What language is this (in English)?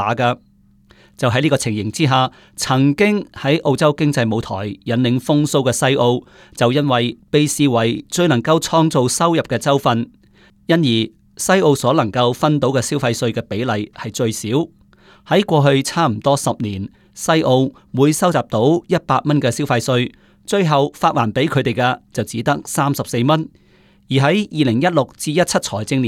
Cantonese